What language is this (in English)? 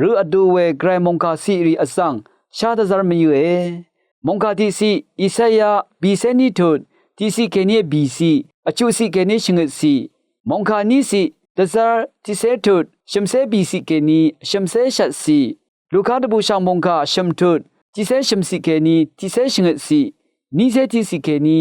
Rawang